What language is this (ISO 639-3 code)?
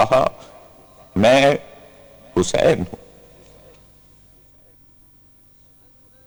urd